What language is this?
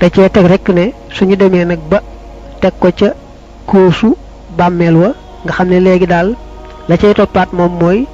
Wolof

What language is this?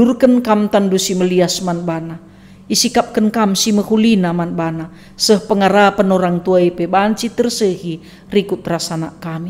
Batak Karo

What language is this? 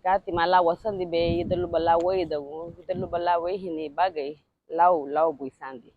Garifuna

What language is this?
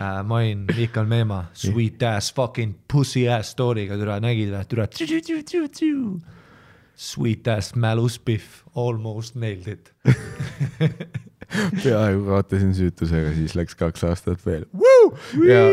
Estonian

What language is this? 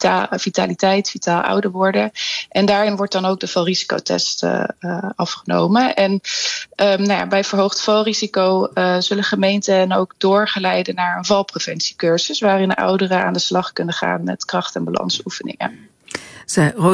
Dutch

